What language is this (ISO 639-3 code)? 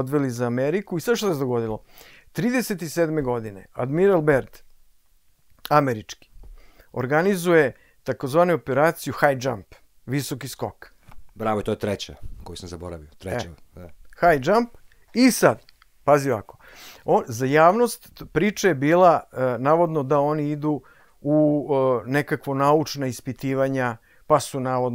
srp